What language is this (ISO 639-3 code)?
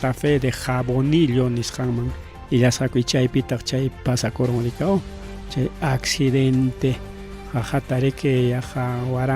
quy